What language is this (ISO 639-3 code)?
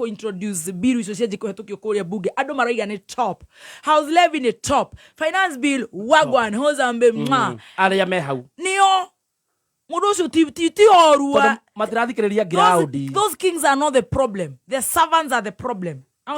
kik